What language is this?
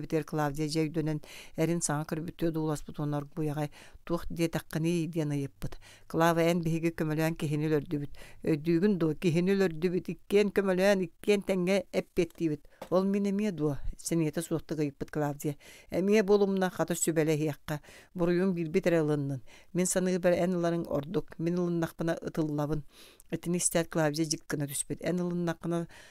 Yakut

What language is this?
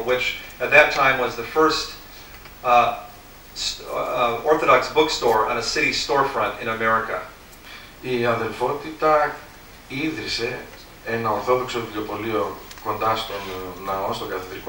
Greek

